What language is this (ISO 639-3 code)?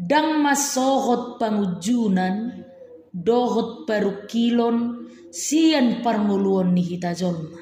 bbc